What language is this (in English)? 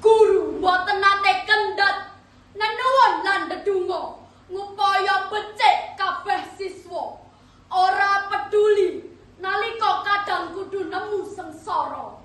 Javanese